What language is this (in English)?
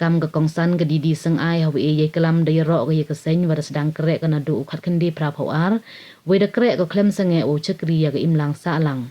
Pnar